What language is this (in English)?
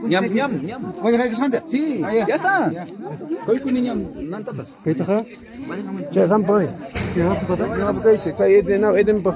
Ayacucho Quechua